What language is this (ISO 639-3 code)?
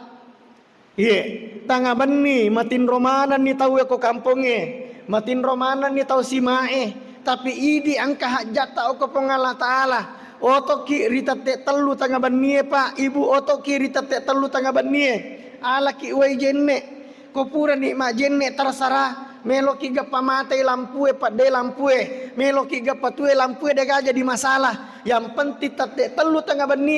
bug